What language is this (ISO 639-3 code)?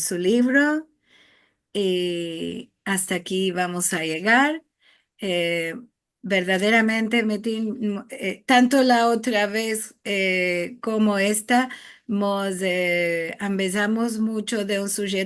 lad